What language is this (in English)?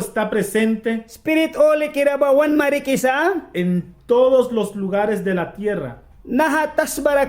Mískito